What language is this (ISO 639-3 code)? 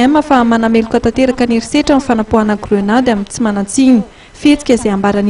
mlg